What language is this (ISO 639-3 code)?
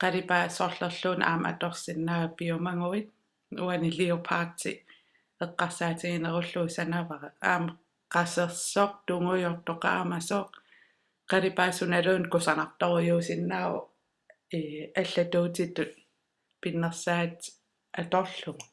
kal